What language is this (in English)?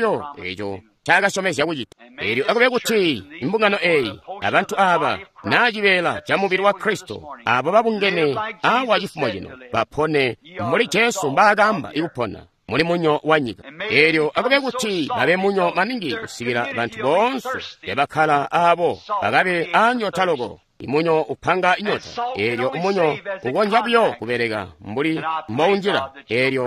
Tonga (Zambia)